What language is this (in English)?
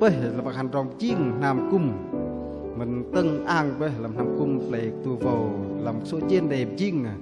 Bahnar